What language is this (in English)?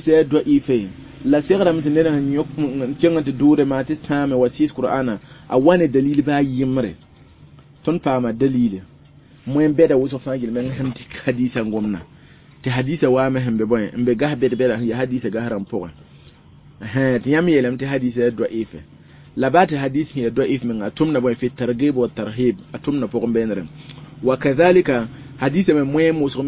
Mossi